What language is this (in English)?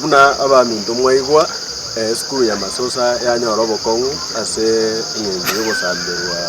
Gusii